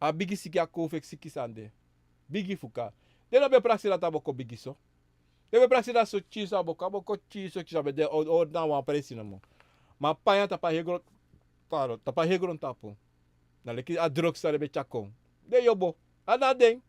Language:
Sranan Tongo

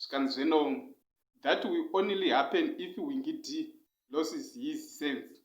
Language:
Shona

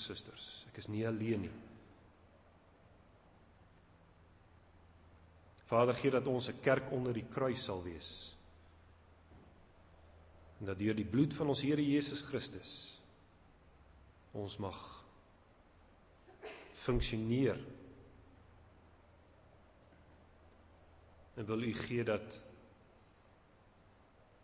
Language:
Afrikaans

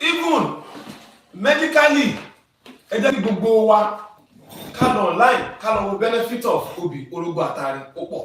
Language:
Yoruba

